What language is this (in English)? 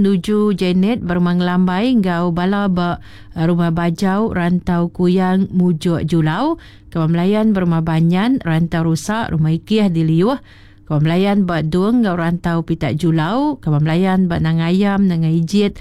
Iban